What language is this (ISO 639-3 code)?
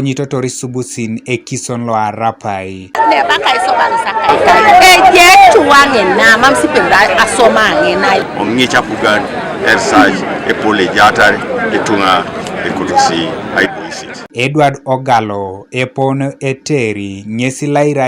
teo